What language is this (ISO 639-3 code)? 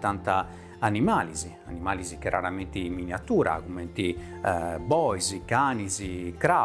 srd